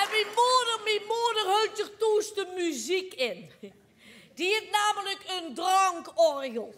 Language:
Limburgish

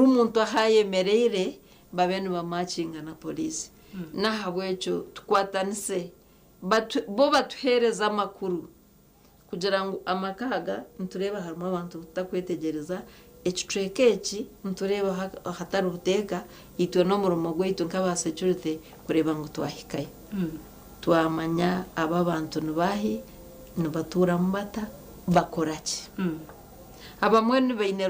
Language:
Nyankole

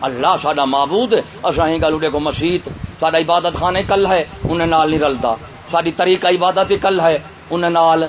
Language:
Saraiki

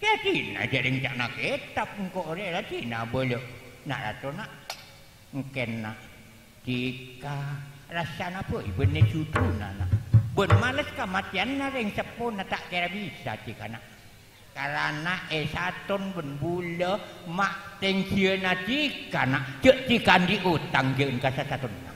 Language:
Madurese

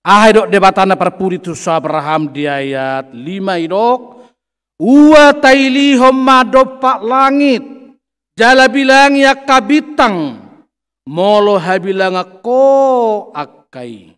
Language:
Batak Toba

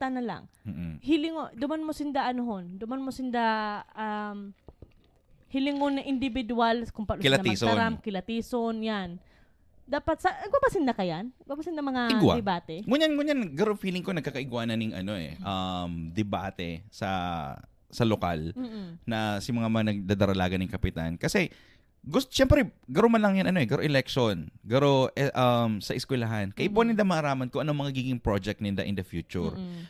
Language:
Bikol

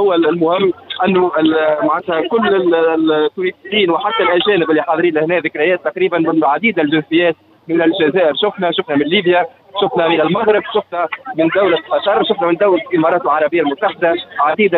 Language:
Tunisian Arabic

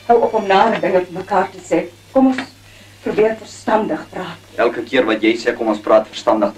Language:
Afrikaans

